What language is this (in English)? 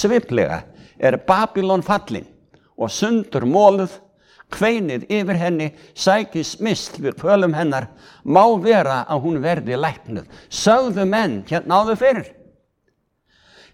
Icelandic